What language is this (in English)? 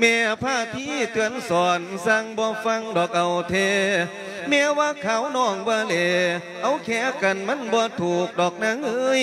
Lao